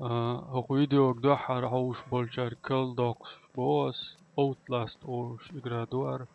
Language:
Chechen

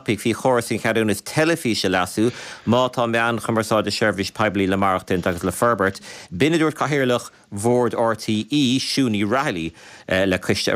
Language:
Irish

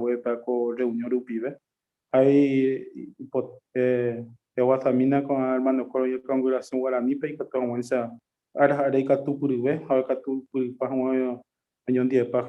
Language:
Guarani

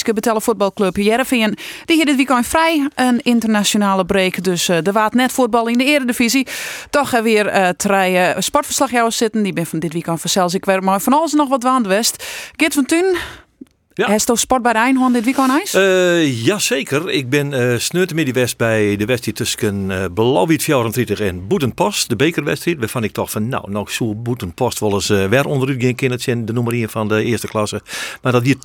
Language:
Western Frisian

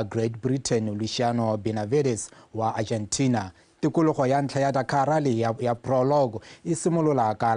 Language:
Tswana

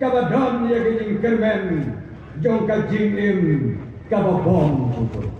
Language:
Khasi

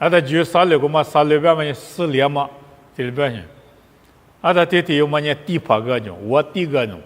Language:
Lisu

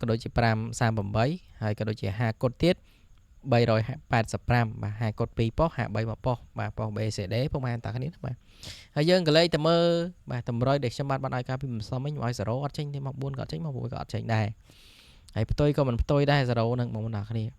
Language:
Khmer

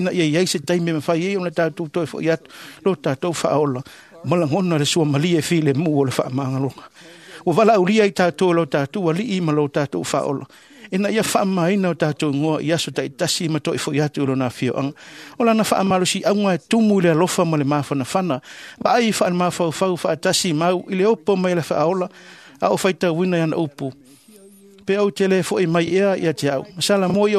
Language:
Samoan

